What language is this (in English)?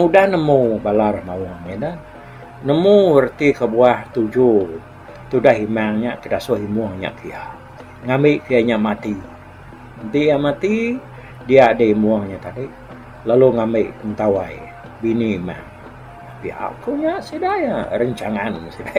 Iban